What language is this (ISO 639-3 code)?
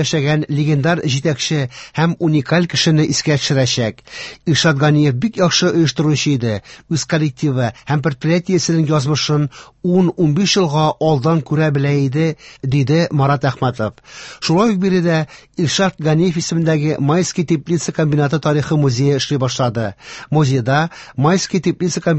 tat